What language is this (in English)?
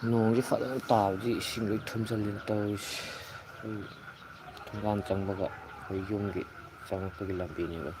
Manipuri